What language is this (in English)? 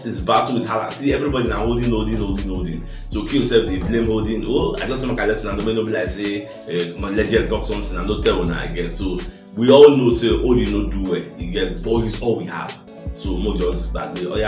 Nigerian Pidgin